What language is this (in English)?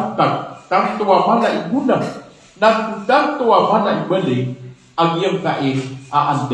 Maranao